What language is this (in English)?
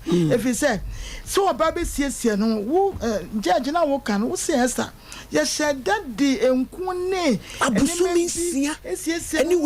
Akan